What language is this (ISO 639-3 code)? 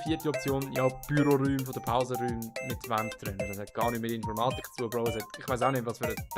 gsw